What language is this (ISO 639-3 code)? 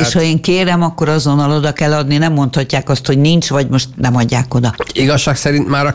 hun